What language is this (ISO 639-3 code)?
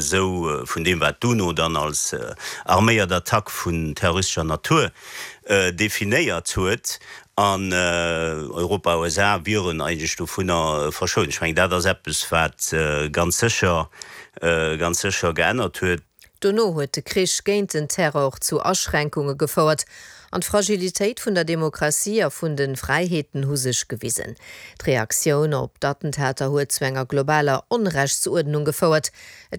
ltz